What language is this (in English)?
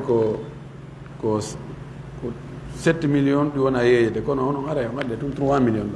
Fula